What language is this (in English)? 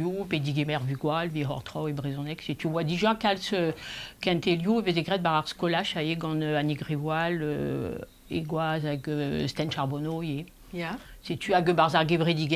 Breton